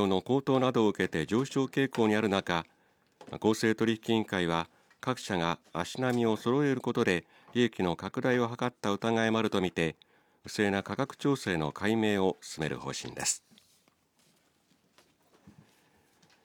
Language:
Japanese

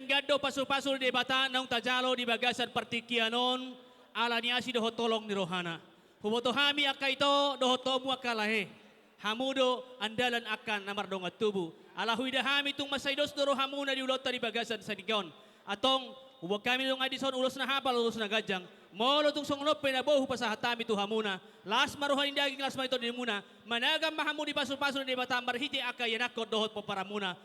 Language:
Batak Toba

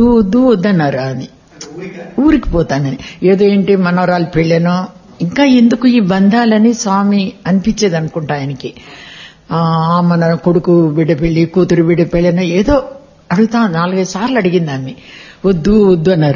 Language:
Telugu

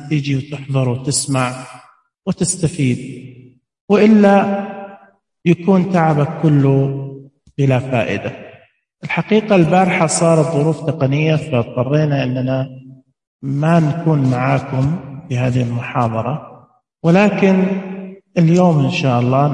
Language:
Najdi Arabic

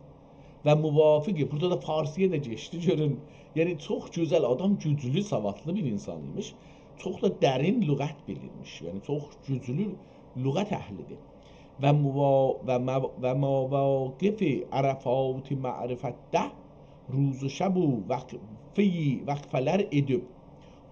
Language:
South Azerbaijani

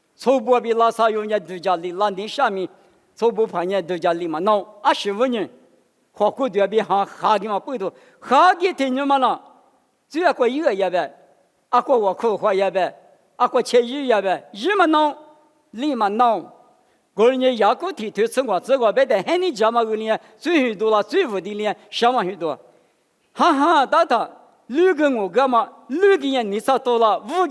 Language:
Lisu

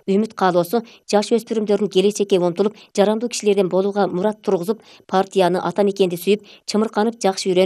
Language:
Kyrgyz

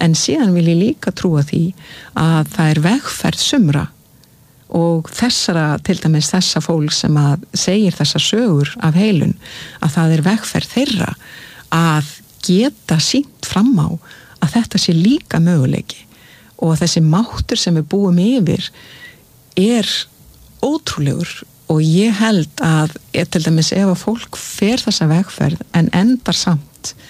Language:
Icelandic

